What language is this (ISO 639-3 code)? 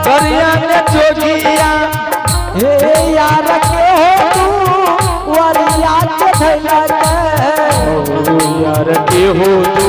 anp